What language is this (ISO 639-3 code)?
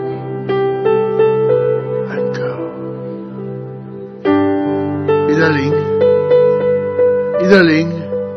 zho